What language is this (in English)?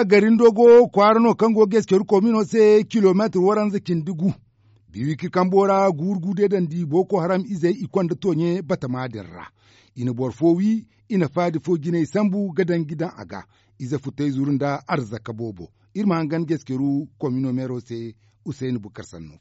Zarma